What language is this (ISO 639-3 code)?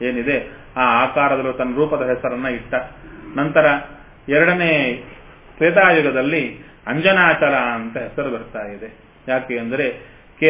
kan